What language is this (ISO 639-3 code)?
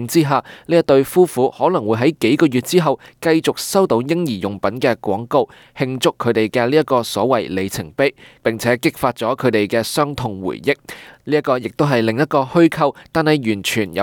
yue